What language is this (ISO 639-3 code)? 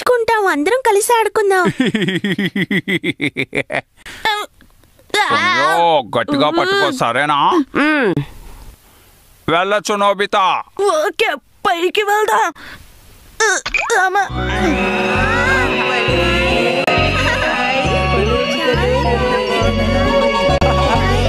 tel